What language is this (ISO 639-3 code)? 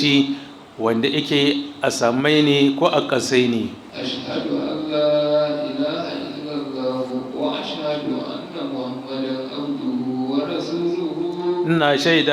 hau